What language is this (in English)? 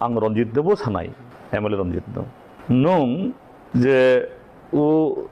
Kok Borok